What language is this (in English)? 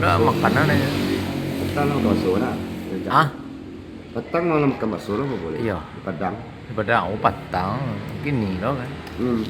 Minangkabau